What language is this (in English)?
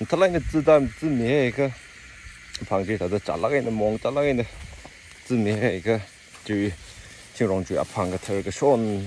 Tangkhul Naga (India)